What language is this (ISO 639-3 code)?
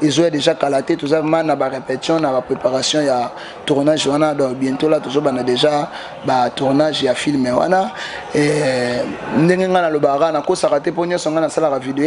lin